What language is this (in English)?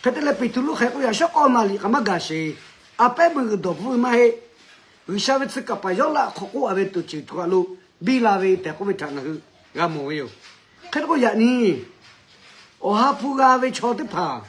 Lahu